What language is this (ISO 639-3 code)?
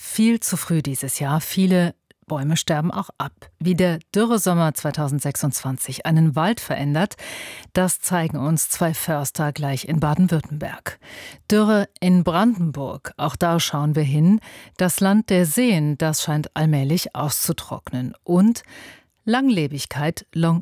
deu